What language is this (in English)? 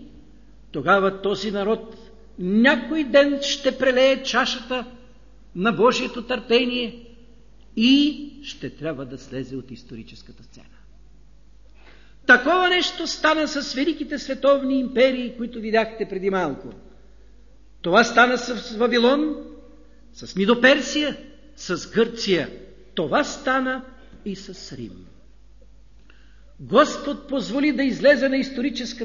Bulgarian